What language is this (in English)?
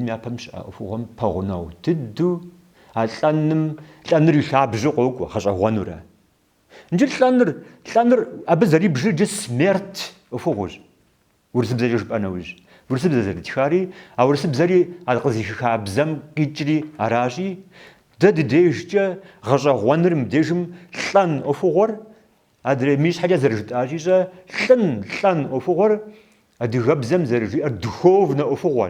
Kabardian